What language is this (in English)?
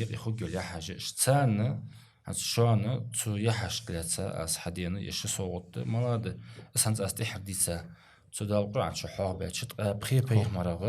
Ingush